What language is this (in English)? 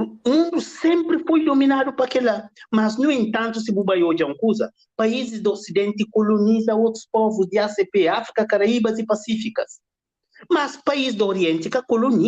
Kabuverdianu